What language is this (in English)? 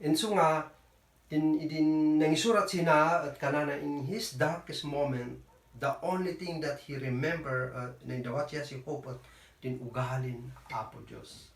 Kankanaey